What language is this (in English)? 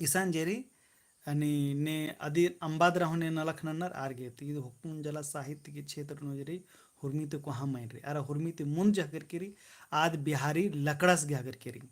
Kurukh